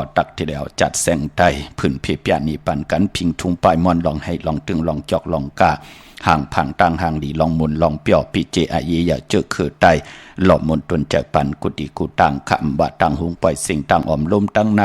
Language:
Shan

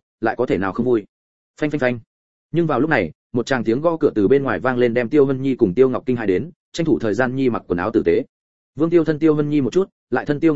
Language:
Vietnamese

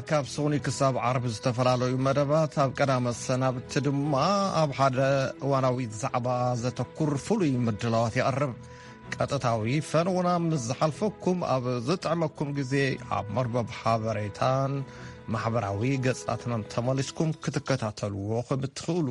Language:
Tigrinya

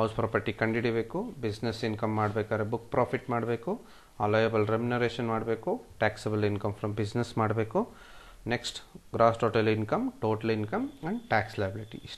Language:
Kannada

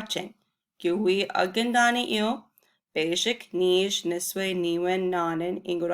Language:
Chippewa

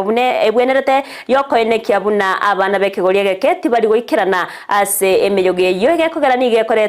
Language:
Gusii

